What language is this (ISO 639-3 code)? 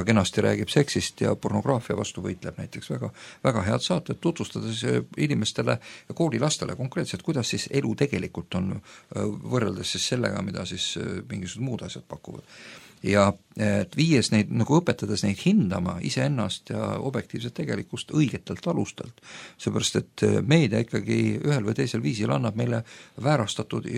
est